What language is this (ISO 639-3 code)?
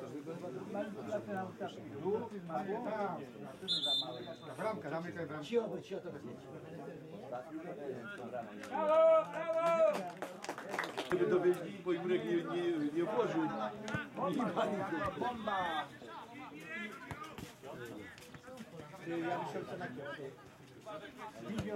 pol